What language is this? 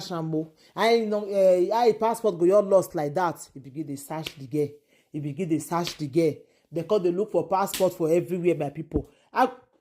Nigerian Pidgin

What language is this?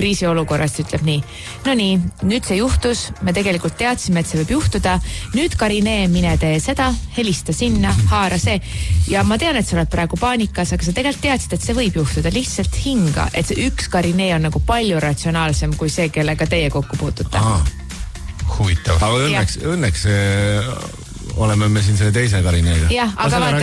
Estonian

